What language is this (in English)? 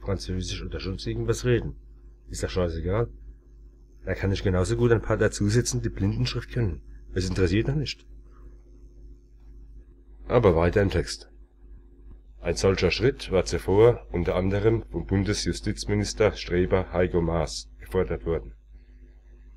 German